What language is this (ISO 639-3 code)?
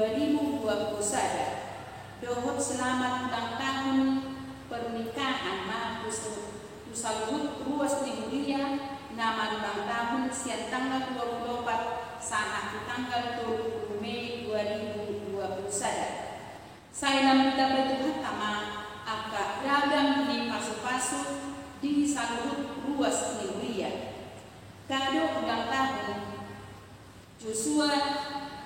bbc